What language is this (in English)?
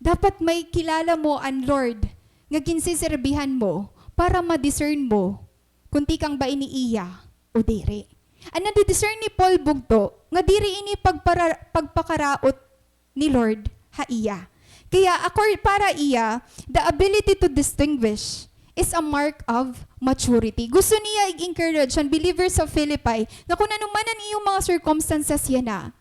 Waray